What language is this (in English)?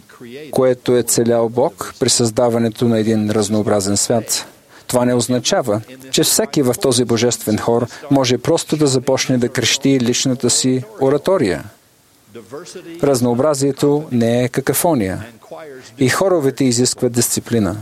Bulgarian